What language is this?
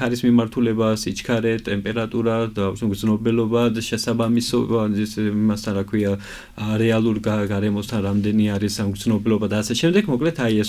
Georgian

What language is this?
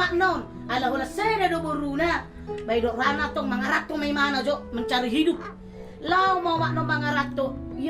Batak Toba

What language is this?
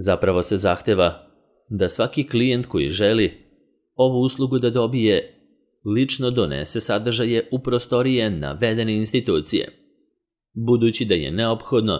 Serbian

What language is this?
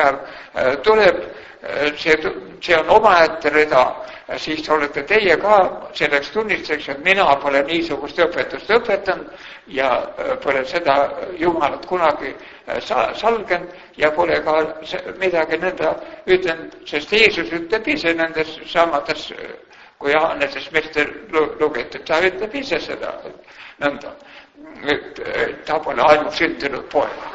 Estonian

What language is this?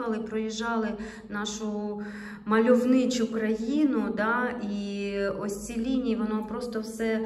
Ukrainian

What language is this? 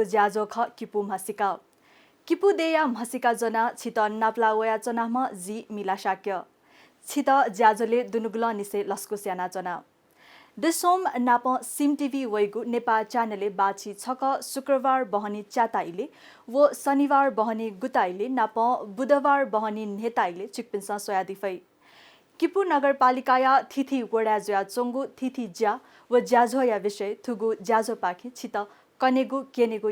Newari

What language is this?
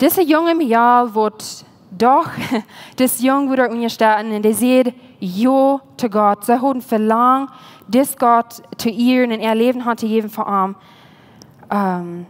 Plautdietsch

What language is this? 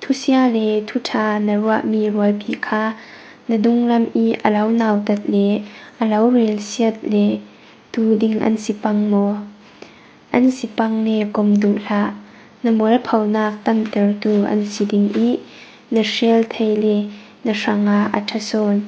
Falam Chin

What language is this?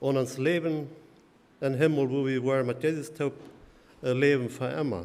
Plautdietsch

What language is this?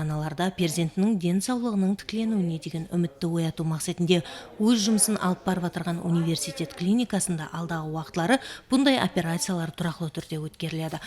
Kara-Kalpak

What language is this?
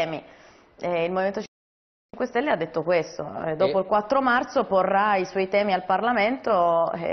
Italian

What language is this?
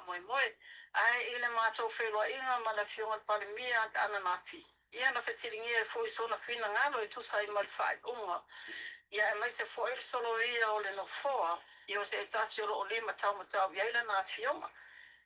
Samoan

